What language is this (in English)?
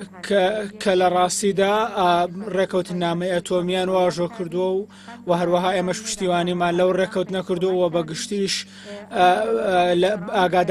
Central Kurdish